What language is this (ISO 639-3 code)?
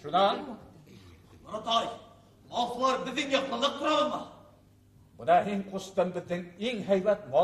bak